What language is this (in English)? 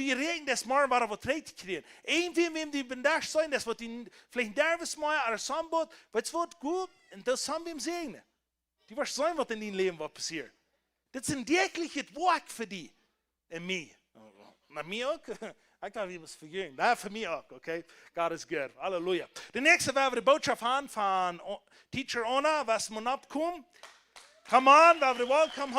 Plautdietsch